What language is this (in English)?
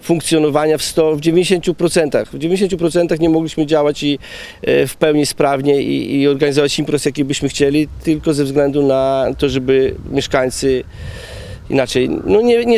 Polish